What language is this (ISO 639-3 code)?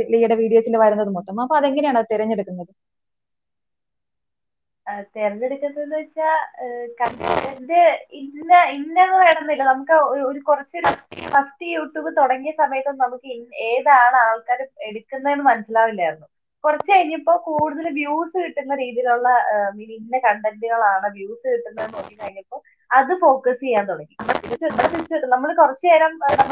mal